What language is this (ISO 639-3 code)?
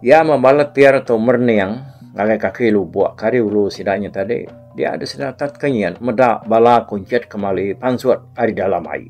iba